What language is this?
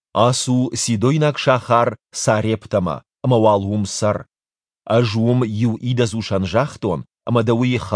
Ossetic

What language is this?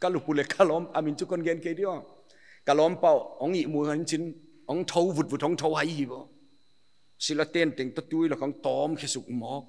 Paite Chin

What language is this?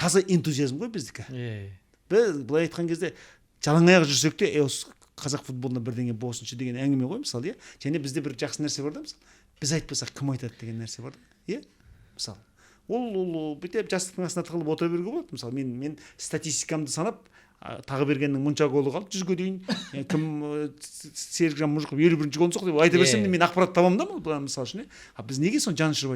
Kazakh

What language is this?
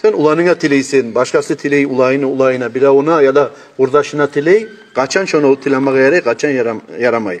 Kumyk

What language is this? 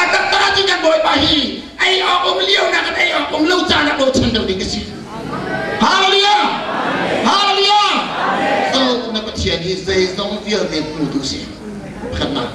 Hakha Chin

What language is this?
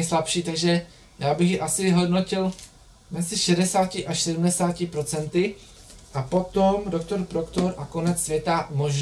Czech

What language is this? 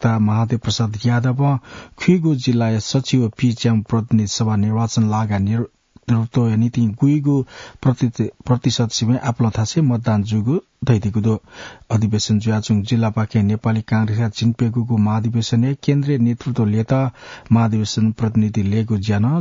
Newari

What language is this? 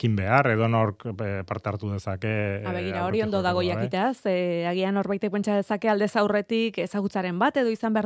Basque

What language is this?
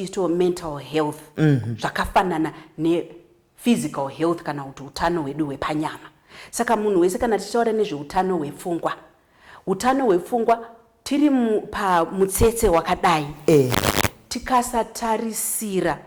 Shona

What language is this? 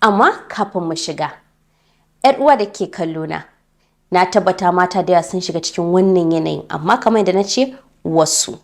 Hausa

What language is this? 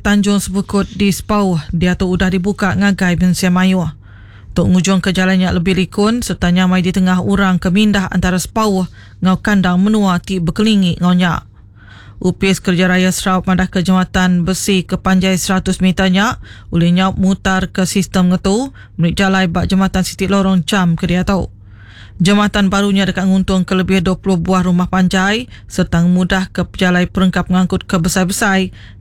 Iban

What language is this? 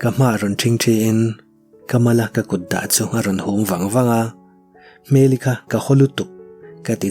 Mizo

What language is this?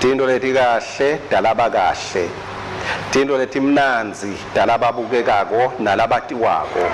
Swati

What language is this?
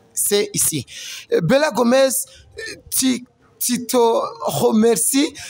Rundi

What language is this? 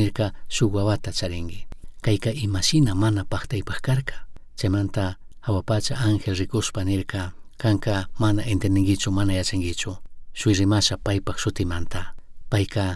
Chimborazo Highland Quichua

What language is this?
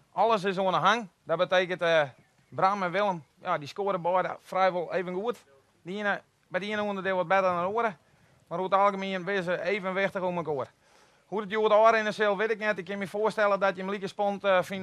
Western Frisian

